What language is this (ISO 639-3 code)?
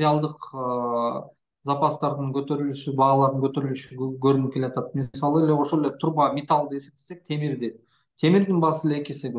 kir